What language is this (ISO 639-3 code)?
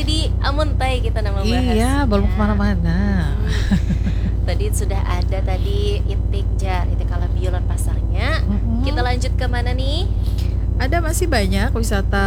bjn